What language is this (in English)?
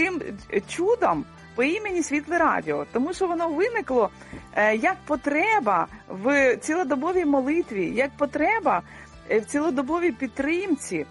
Ukrainian